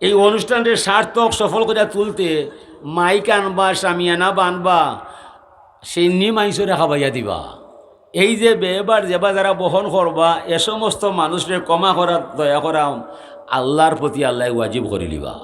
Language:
Sylheti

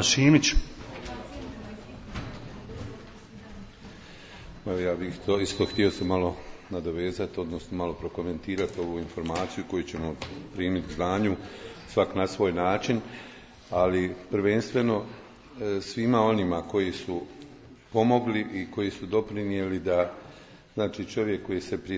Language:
Croatian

